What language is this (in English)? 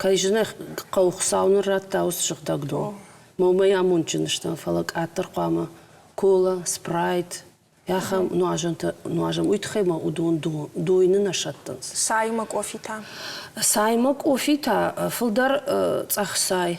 Ossetic